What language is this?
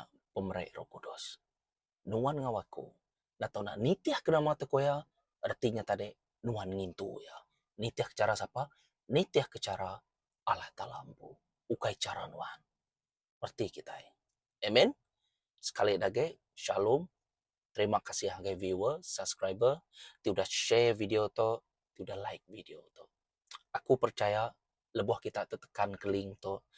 Iban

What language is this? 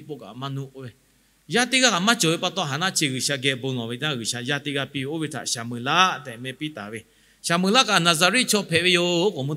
Lahu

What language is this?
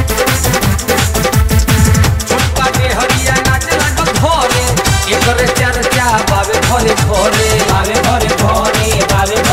Bhojpuri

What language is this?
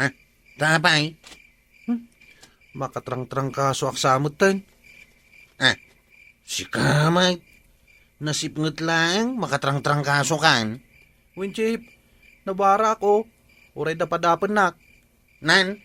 Iloko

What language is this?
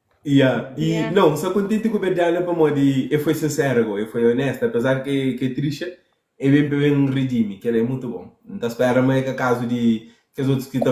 Kabuverdianu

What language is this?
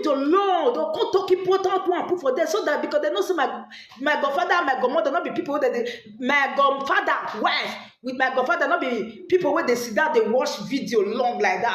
Nigerian Pidgin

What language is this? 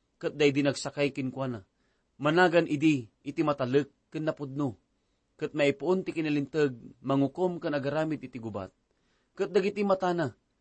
Iloko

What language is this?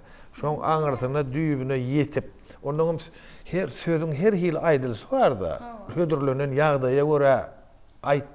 Turkmen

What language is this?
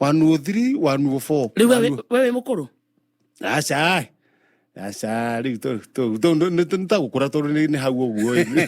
Kikuyu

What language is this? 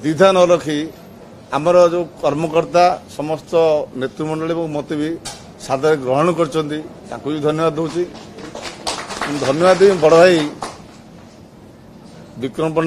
Odia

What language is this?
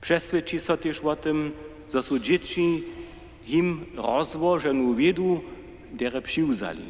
Upper Sorbian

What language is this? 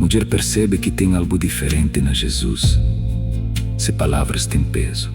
Kabuverdianu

